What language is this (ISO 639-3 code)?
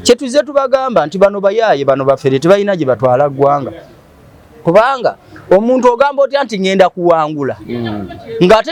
lug